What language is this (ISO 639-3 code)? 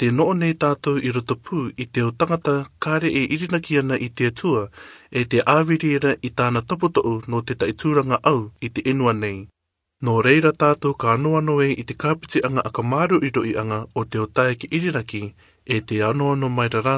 rar